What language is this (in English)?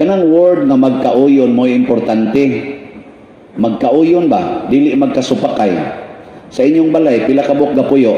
Cebuano